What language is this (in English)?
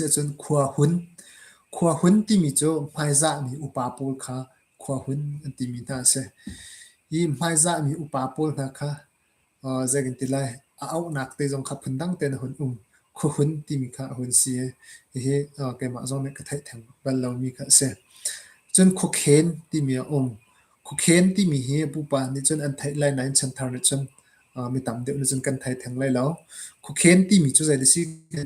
Hakha Chin